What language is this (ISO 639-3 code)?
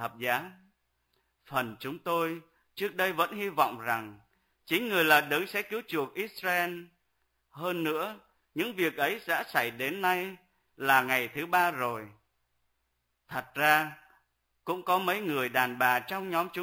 vie